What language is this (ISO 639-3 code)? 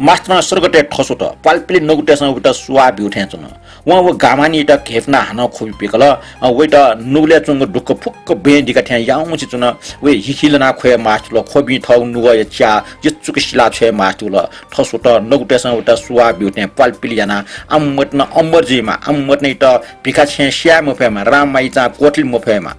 new